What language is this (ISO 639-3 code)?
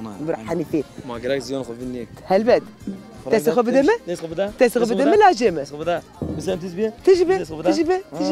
zza